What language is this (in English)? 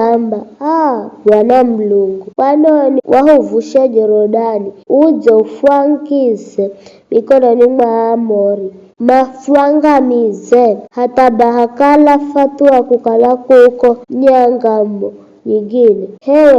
Giryama